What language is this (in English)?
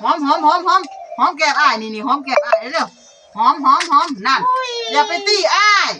Northeastern Thai